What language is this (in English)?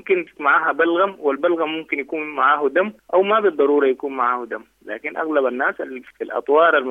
Sudanese Arabic